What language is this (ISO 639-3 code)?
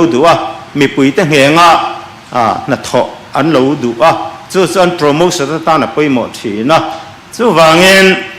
lus